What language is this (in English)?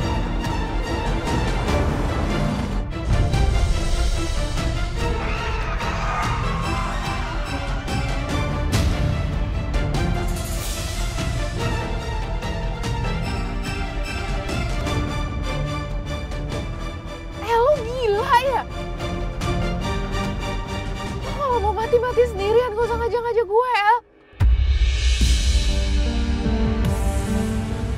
Indonesian